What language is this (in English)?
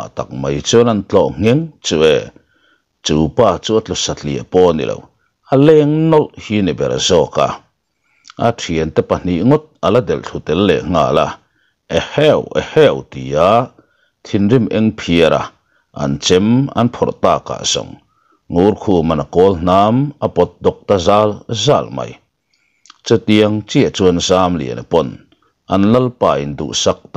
Mizo